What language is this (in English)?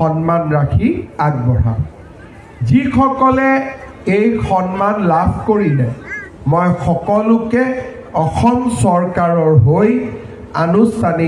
Assamese